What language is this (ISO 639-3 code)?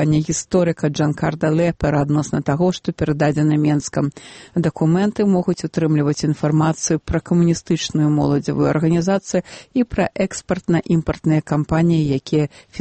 bel